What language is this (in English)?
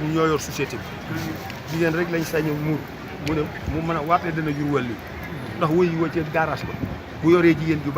Wolof